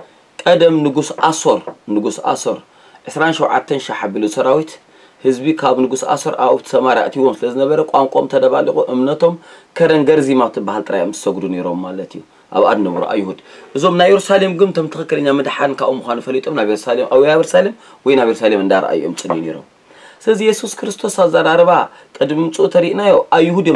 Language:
Tigrinya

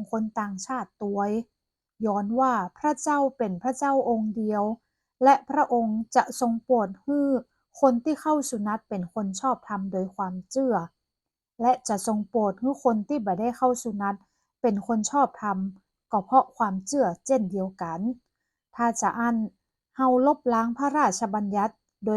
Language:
Northern Thai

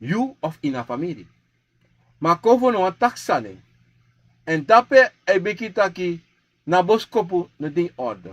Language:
Sranan Tongo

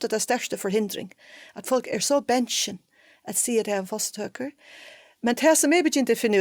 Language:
Faroese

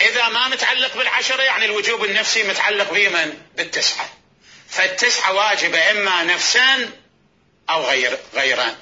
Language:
Mesopotamian Arabic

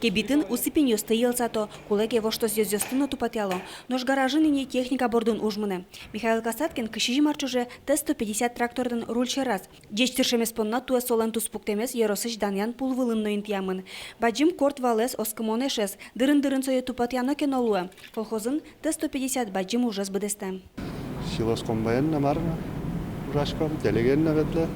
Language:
Udmurt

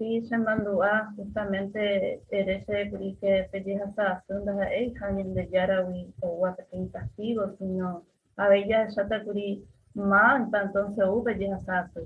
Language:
Guarani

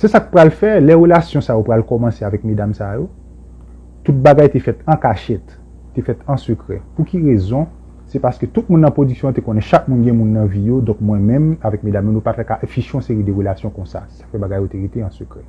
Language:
Haitian Creole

